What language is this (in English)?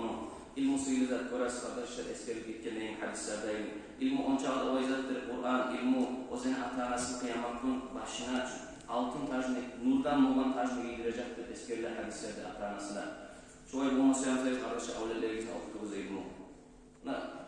Kumyk